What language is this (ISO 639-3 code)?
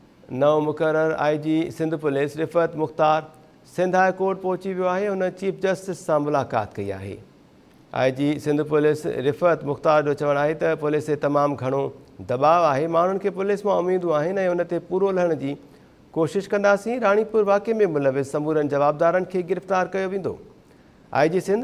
snd